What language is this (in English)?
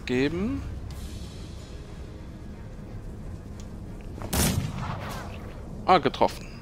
German